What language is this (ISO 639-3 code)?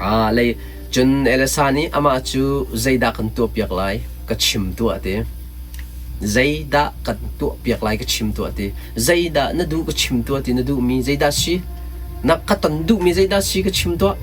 cnh